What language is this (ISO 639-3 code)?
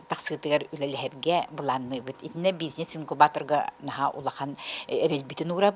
sah